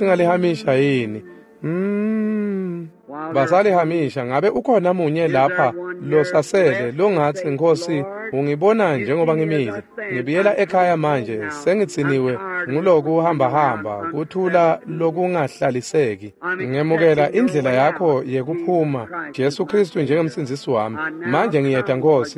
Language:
Swati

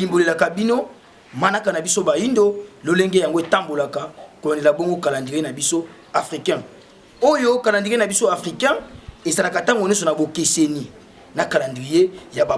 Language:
Lingala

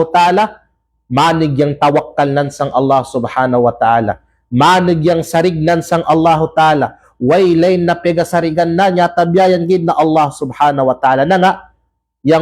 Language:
Kalagan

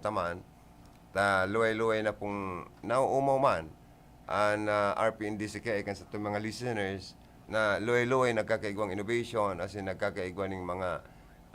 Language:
Bikol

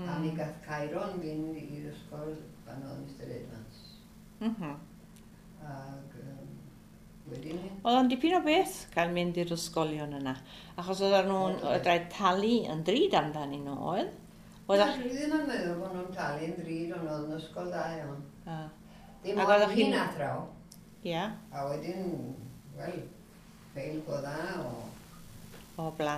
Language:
Welsh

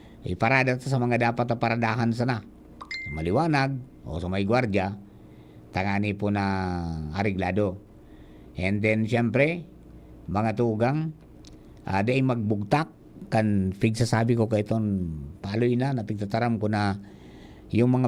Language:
Bikol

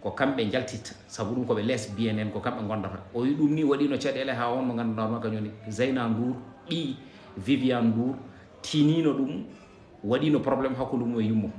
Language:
Fula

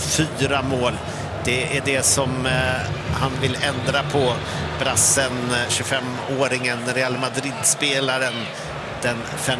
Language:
Swedish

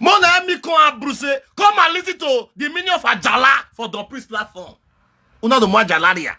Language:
Nigerian Pidgin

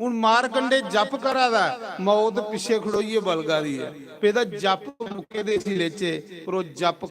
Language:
Dogri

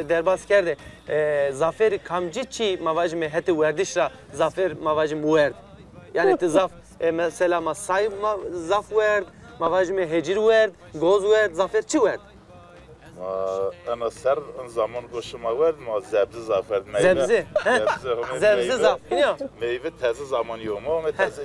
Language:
Zaza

